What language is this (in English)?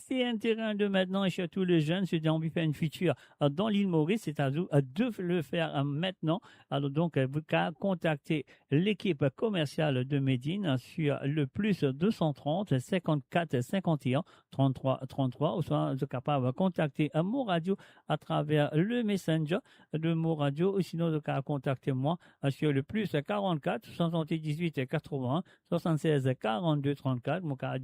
Morisyen